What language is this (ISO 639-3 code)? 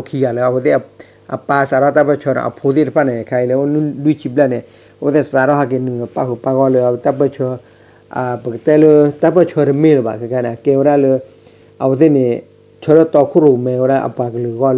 ksw